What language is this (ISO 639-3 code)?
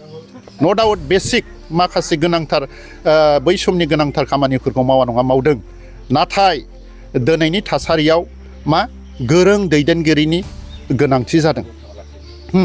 brx